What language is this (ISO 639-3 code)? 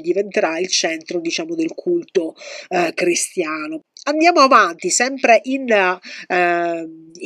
ita